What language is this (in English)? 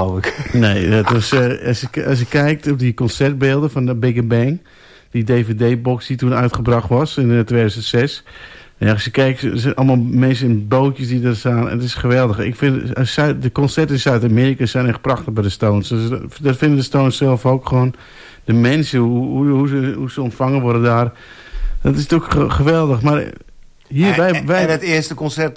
Dutch